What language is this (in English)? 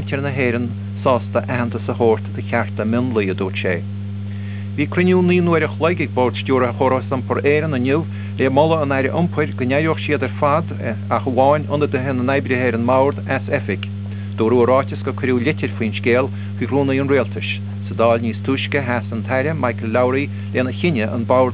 Irish